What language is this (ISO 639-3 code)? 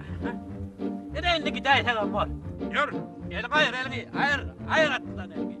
tuk